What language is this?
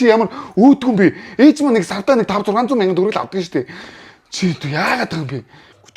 Mongolian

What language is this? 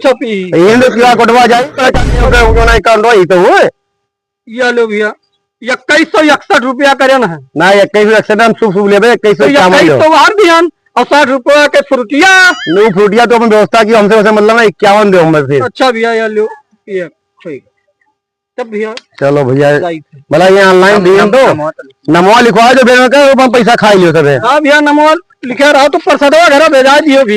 Awadhi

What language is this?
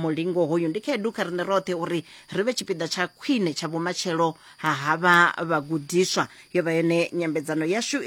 Venda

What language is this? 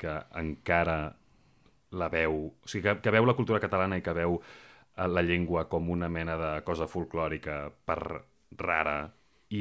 Catalan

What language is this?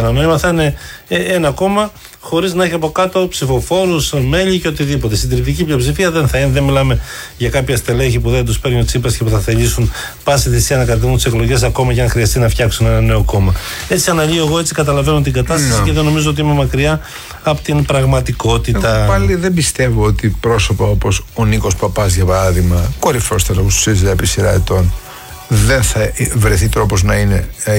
Greek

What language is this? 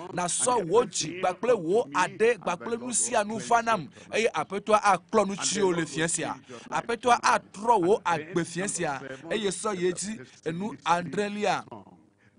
Ewe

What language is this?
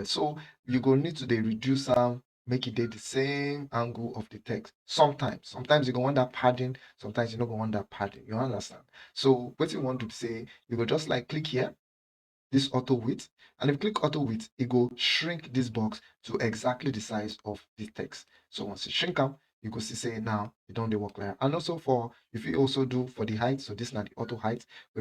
Nigerian Pidgin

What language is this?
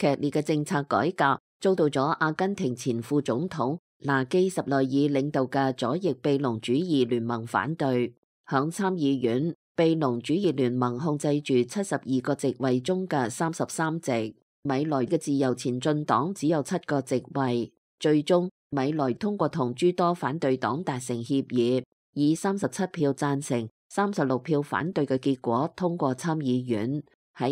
Cantonese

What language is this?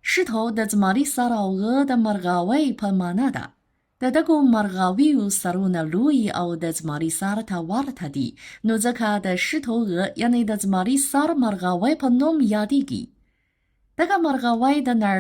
Pashto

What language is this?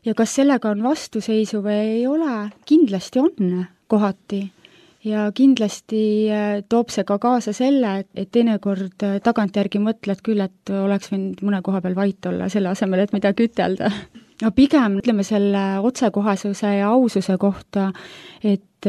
Estonian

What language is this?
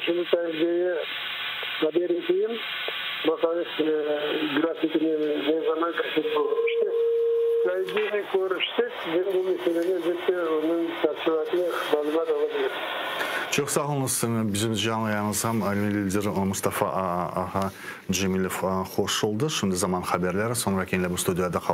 Crimean Tatar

